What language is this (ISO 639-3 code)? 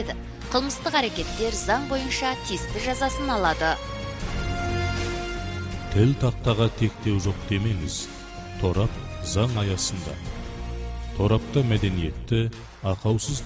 kaz